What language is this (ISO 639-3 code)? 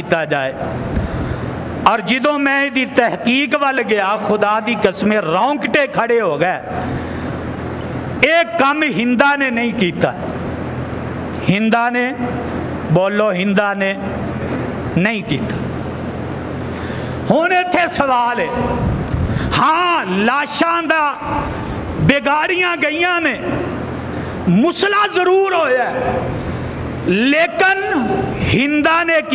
lah